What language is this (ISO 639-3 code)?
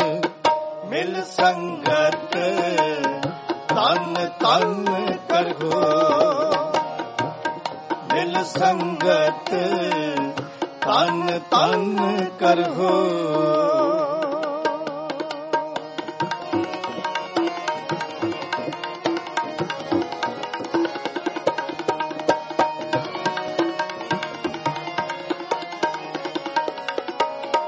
pan